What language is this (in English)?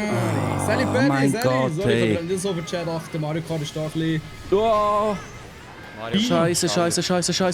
Swiss German